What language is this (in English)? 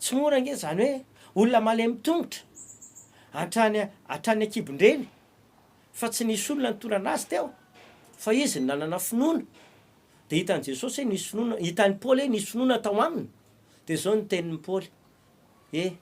Malagasy